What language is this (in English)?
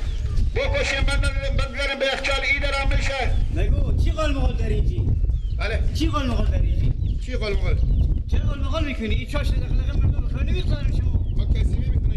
Persian